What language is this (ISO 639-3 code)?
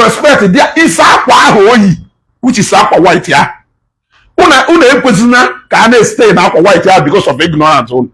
ibo